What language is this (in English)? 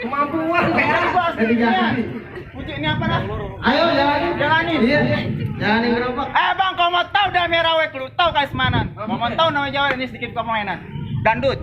Betawi